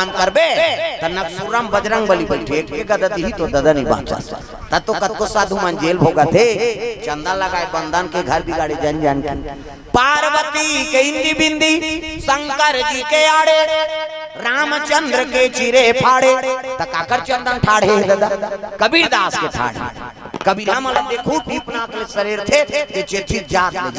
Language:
Chhattisgarhi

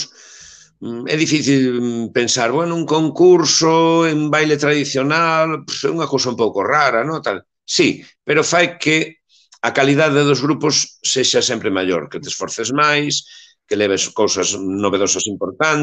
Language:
Galician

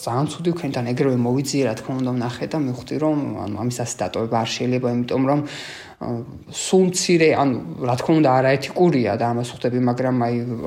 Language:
Georgian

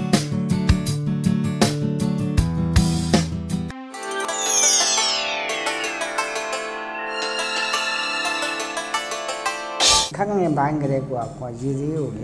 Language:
Burmese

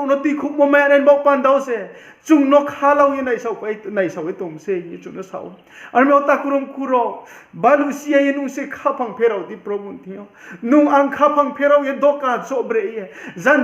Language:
Riang (India)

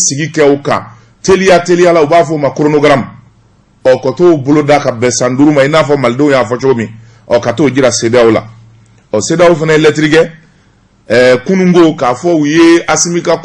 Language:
Bambara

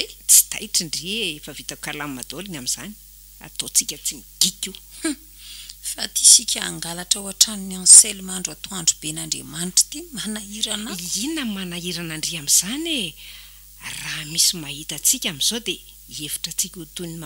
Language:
Malagasy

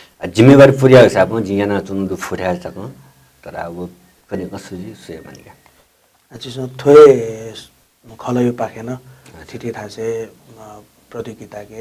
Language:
Newari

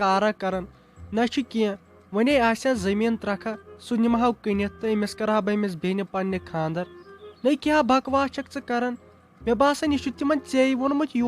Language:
Kashmiri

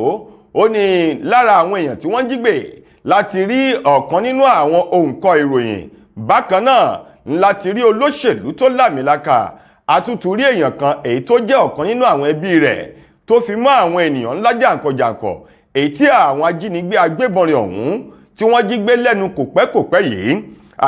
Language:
Yoruba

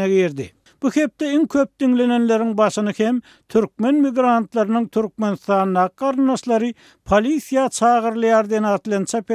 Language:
Turkmen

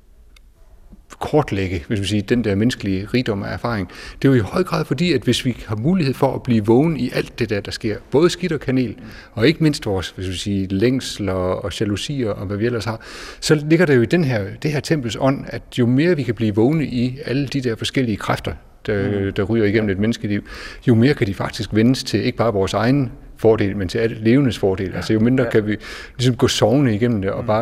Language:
Danish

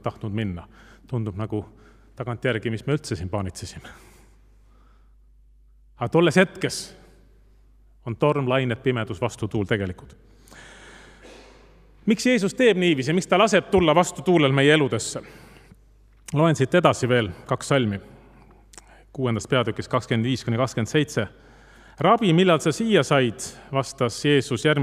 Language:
Estonian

